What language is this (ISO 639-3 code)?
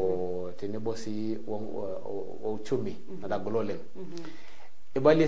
mas